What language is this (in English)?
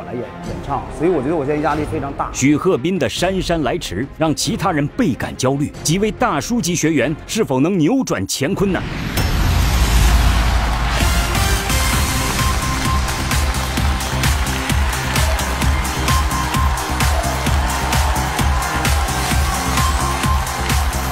Chinese